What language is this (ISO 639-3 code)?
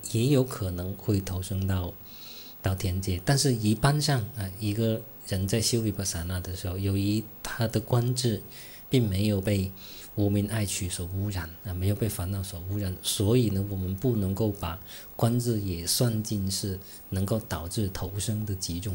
zho